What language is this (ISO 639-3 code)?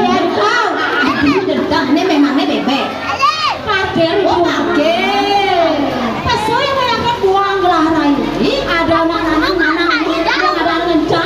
ban